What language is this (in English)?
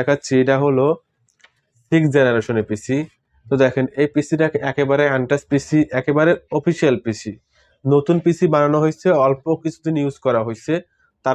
Bangla